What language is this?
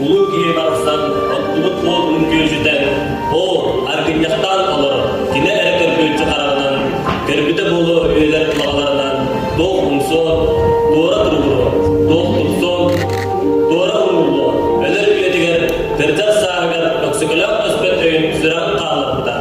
Yakut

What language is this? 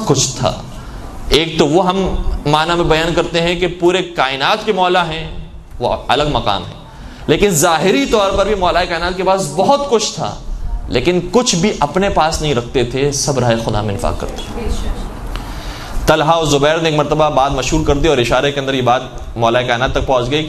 Urdu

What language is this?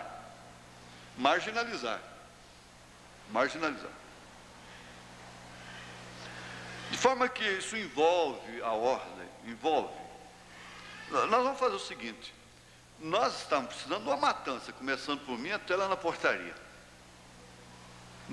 Portuguese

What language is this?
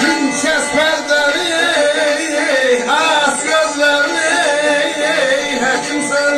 South Azerbaijani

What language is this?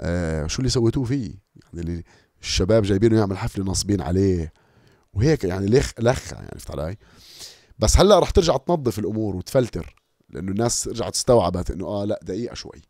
North Levantine Arabic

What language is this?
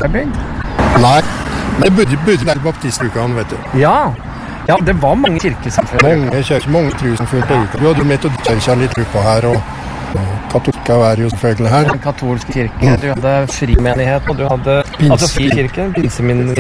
Norwegian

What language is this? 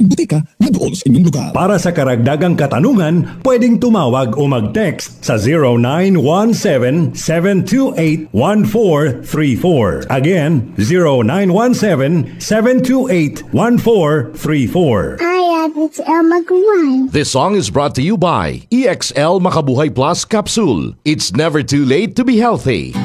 Filipino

